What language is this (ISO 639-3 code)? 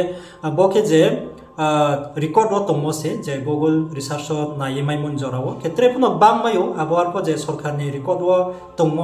ria